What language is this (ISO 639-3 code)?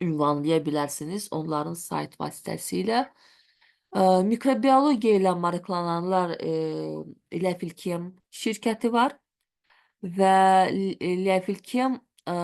aze